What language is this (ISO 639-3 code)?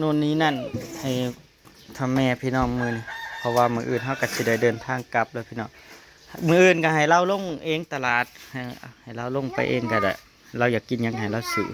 tts